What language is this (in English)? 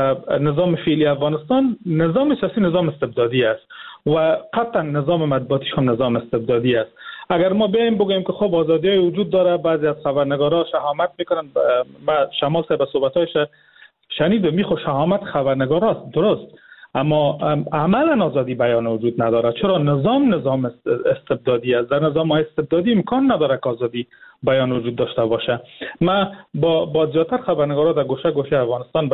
Persian